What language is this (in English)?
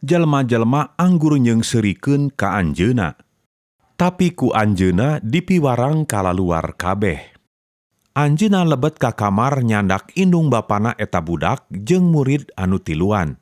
Sundanese